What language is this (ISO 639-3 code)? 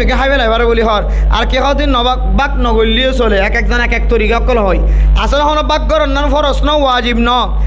rhg